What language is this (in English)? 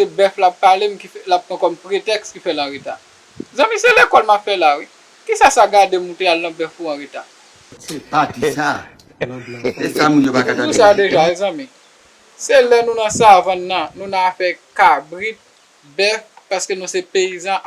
Haitian Creole